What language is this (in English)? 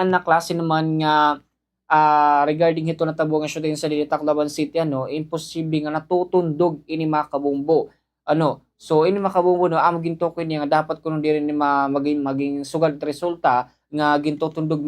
Waray